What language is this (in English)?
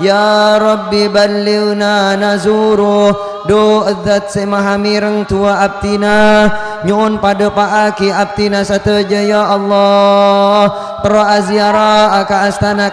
Madurese